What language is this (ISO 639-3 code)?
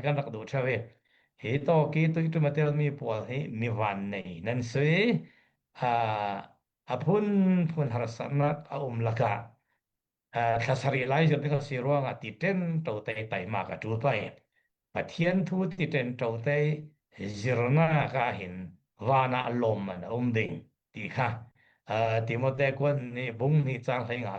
cfm